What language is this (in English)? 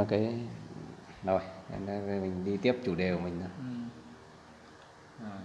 Vietnamese